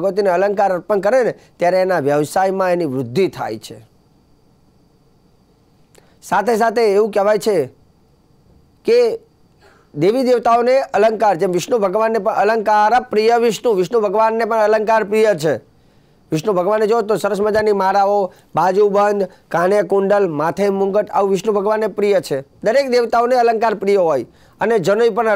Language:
Gujarati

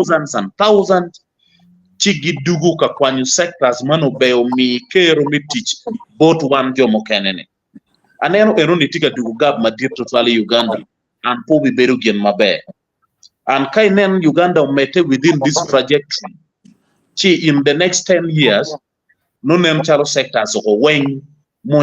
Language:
Acoli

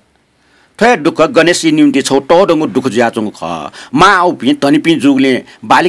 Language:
Newari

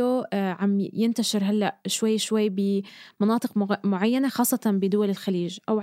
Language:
North Levantine Arabic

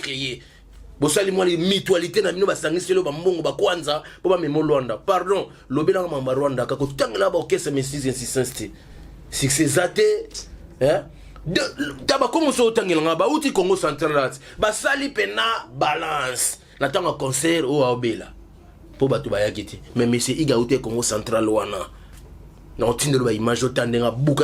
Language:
Lingala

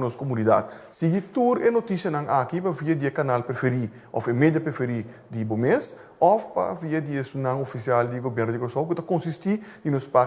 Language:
Papiamento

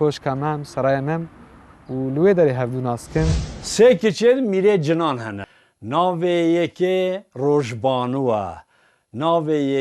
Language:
Kurdish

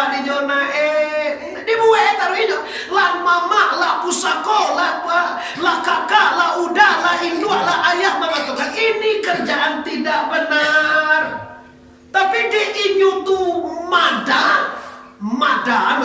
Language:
Minangkabau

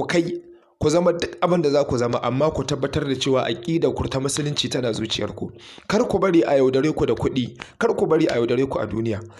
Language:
Hausa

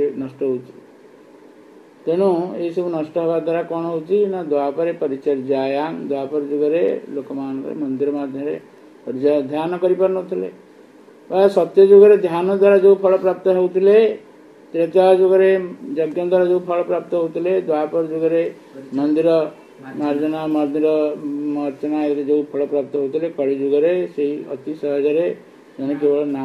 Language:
Odia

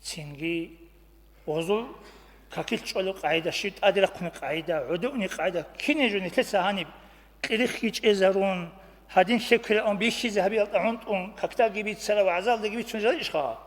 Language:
Avaric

